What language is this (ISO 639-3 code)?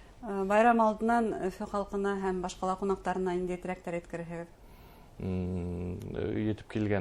bak